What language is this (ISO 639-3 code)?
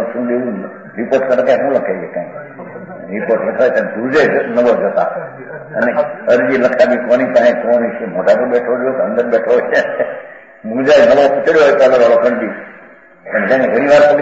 guj